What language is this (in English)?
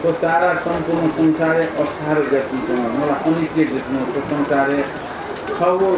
Newari